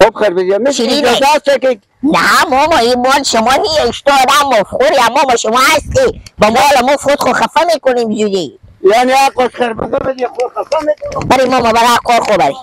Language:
Persian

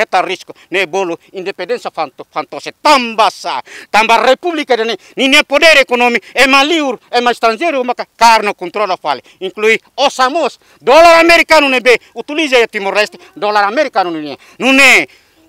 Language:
Tetum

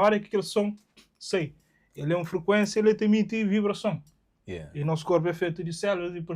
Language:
Kabuverdianu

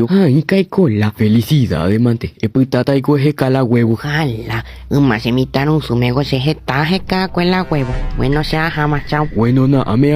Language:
Guarani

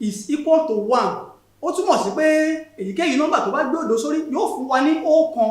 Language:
Yoruba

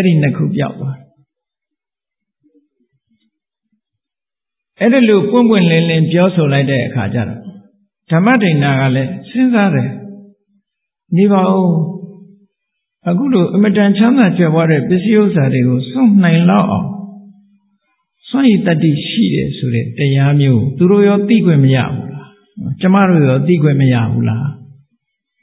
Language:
Burmese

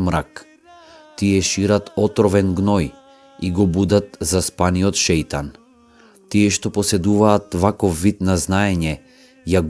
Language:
Macedonian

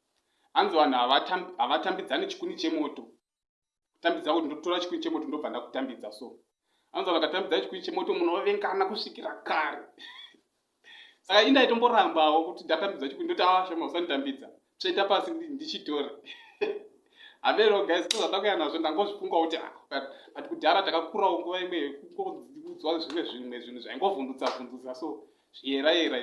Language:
Shona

